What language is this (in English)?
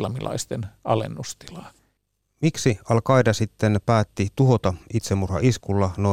Finnish